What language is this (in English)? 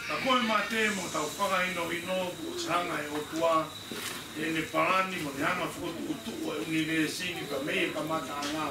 Tongan